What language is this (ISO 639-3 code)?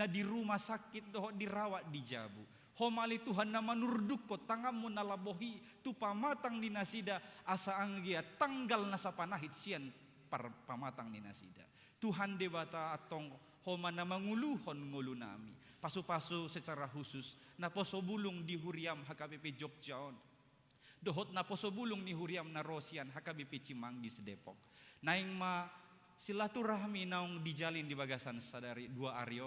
bbc